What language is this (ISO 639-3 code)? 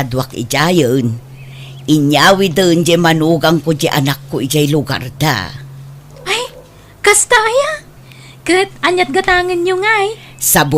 ilo